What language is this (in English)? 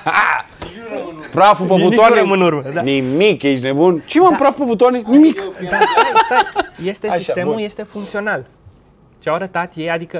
Romanian